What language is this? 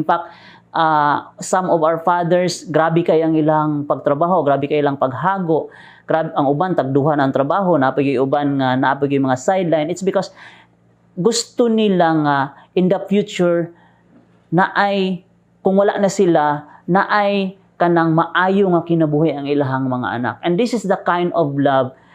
Cebuano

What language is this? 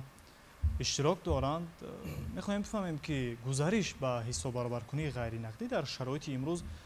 Tajik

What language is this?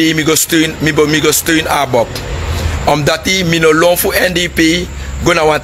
Sranan Tongo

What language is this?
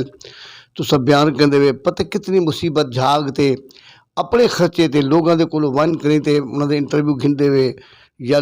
Saraiki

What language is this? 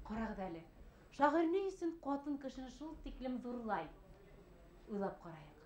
Bashkir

